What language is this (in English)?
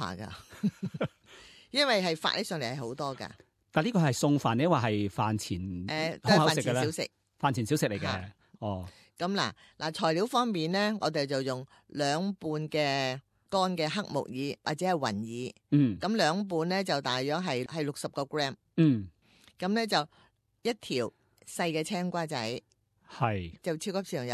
Cantonese